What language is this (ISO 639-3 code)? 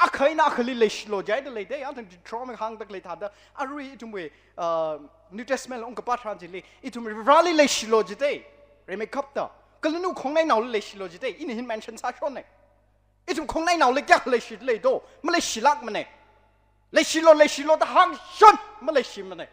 nmf